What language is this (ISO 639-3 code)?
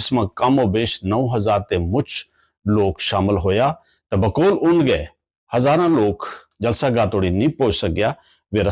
gju